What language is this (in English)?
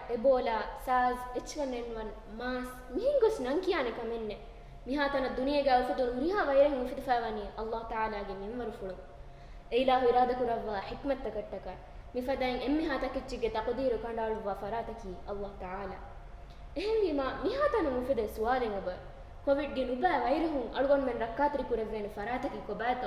Divehi